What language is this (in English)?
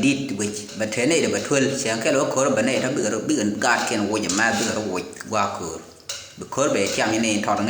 Nuer